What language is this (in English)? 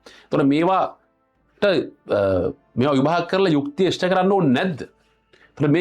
Sinhala